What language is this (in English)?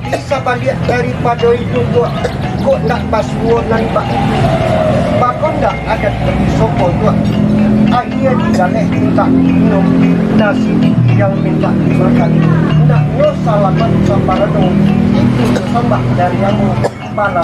Minangkabau